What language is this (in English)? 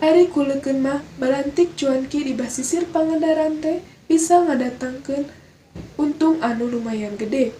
Sundanese